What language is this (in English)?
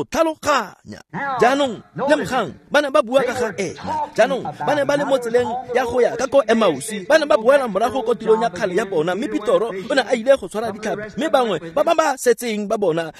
Tswana